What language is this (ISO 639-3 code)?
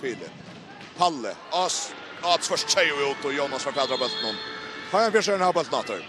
fao